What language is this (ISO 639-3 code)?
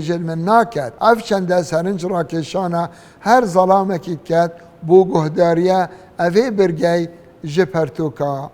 kur